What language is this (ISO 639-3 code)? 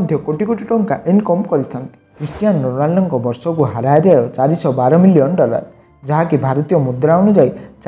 ori